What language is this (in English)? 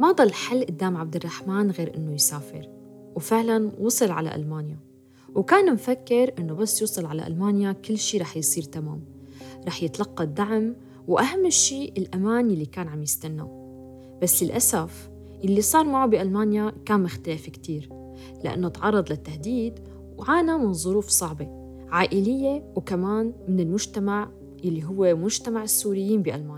North Levantine Arabic